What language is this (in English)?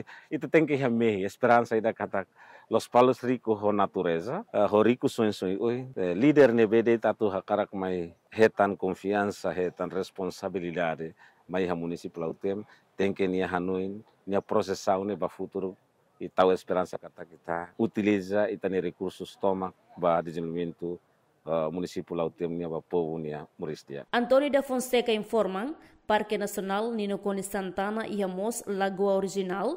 Tetum